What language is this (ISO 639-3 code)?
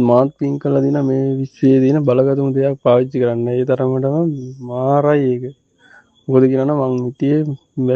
sin